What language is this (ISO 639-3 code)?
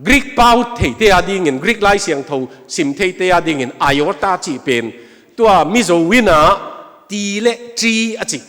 ctd